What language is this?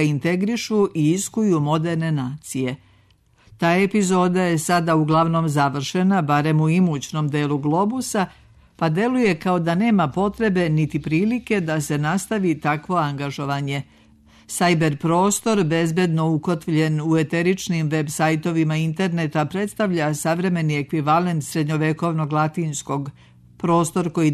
Serbian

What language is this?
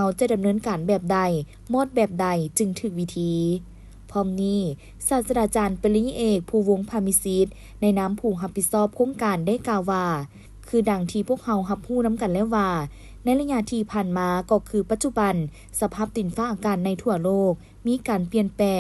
Lao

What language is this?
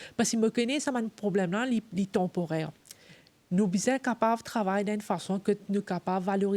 Morisyen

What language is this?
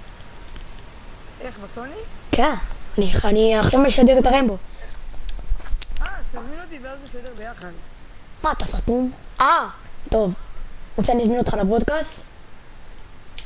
Hebrew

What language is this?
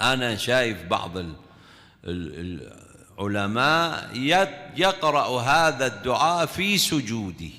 Mesopotamian Arabic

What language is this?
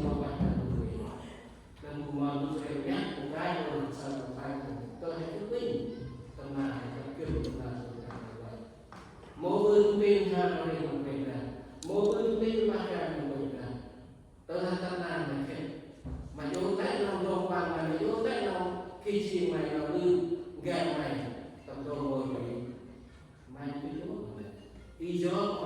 Central Mnong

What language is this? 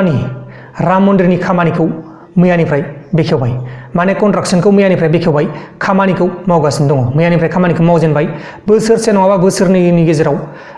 Bodo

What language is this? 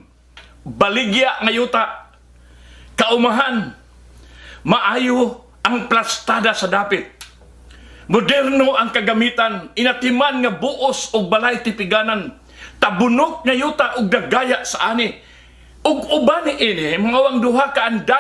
Cebuano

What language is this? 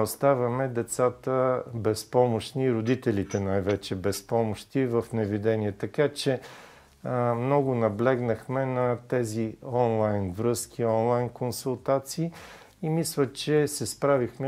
Bulgarian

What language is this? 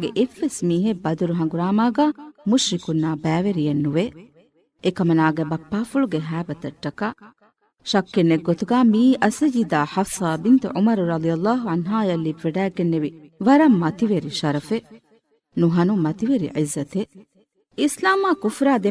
Divehi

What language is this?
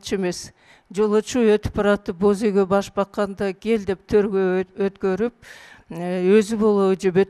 Kyrgyz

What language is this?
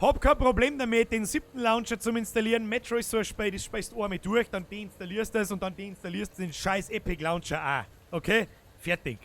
Bavarian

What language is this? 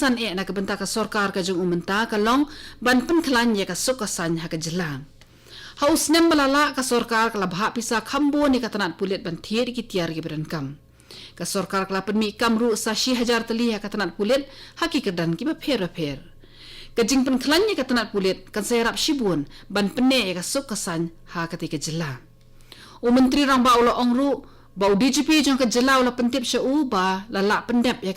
Khasi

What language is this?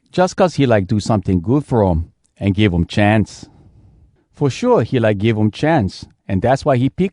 Hawai'i Creole English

